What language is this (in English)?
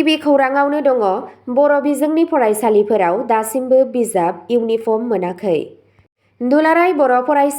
Bodo